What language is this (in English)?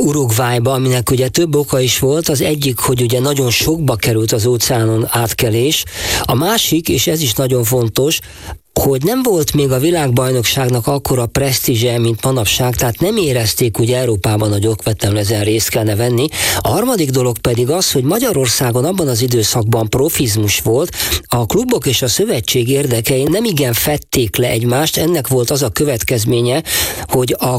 Hungarian